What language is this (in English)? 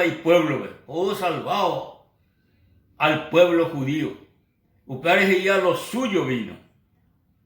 Guarani